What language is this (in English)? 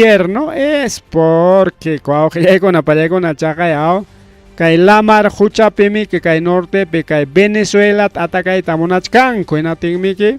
Ayacucho Quechua